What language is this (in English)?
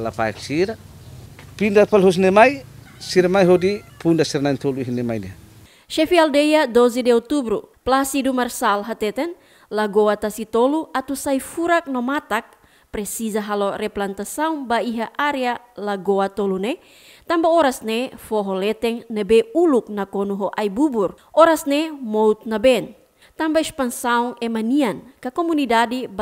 Tetum